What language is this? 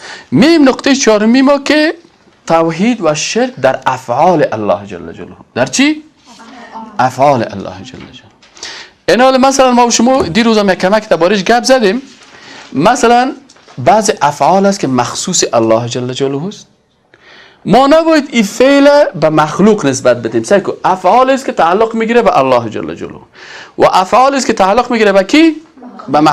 Persian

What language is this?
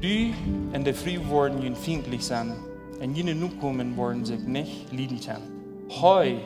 Plautdietsch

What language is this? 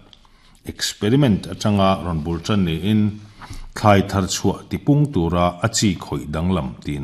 Mizo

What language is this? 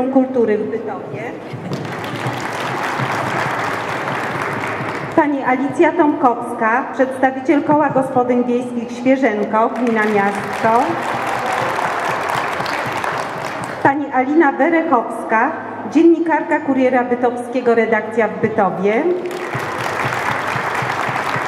Polish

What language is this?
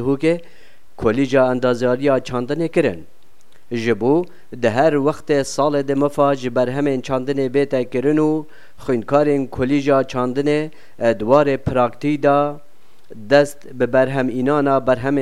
Kurdish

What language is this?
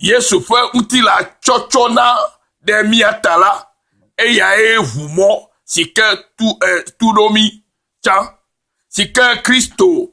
Ewe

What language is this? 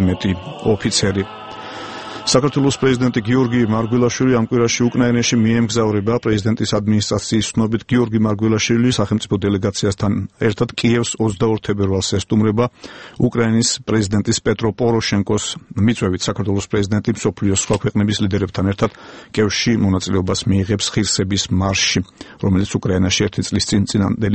Georgian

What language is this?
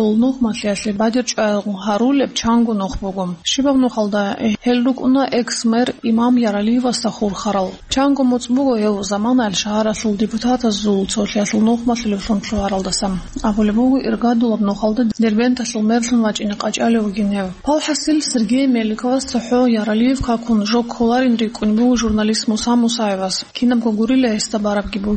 Avaric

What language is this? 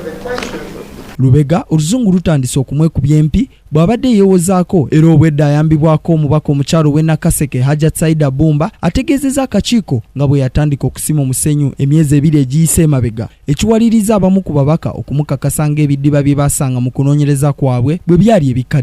Ganda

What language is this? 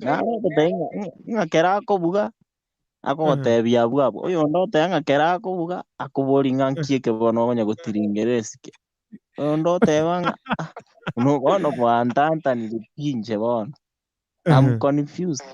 Gusii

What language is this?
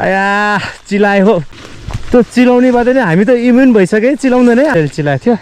Nepali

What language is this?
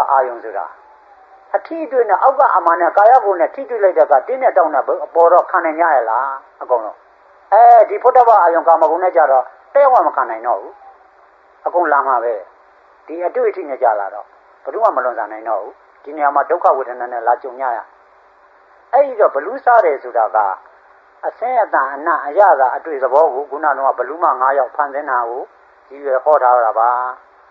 Burmese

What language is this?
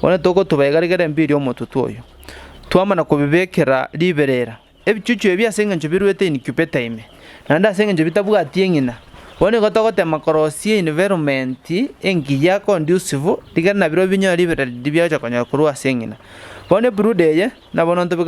Gusii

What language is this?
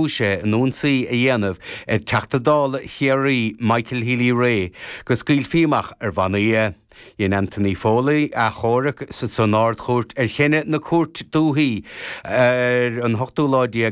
Irish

